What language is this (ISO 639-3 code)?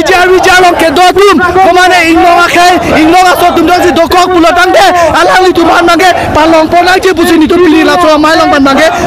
mjw